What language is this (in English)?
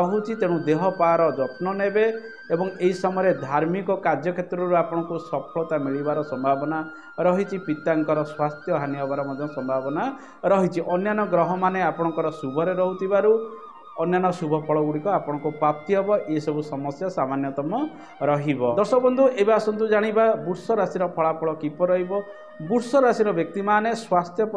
Odia